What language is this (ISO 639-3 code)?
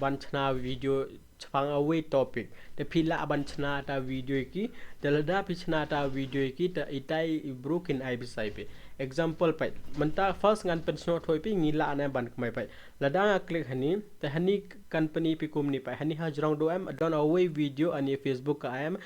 kha